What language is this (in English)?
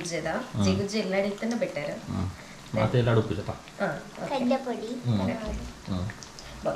Tulu